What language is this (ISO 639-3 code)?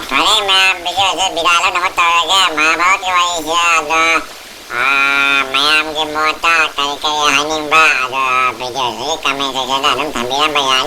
mni